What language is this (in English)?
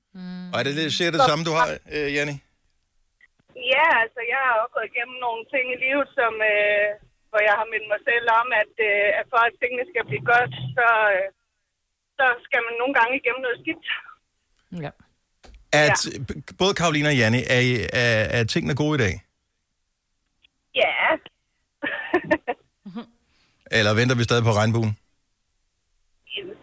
Danish